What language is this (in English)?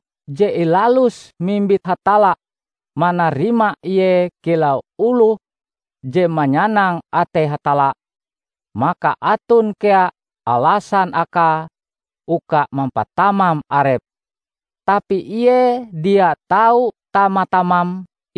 Ngaju